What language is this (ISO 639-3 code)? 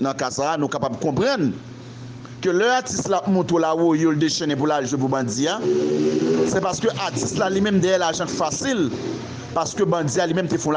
hat